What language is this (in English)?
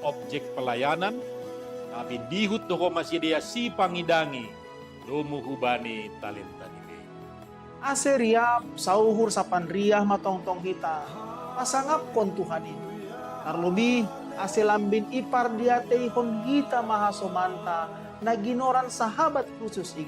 Batak Simalungun